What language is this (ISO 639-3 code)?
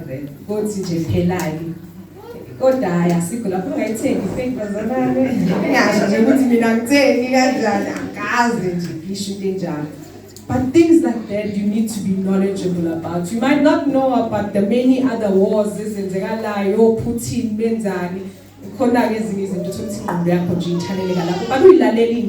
zul